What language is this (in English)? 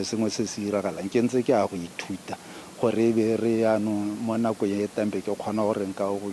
Tswana